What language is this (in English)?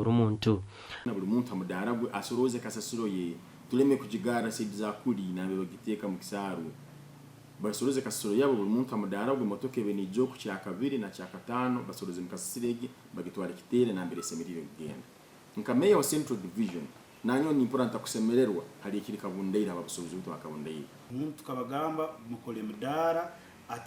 Nyankole